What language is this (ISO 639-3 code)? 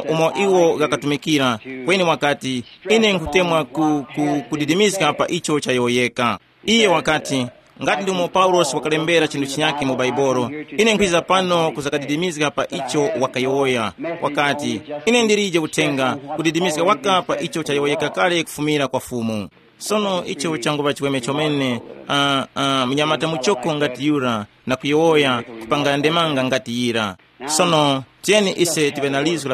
tum